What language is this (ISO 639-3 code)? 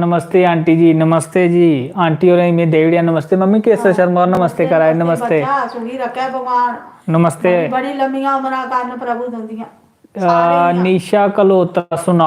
doi